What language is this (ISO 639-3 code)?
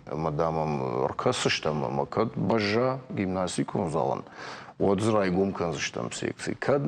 oss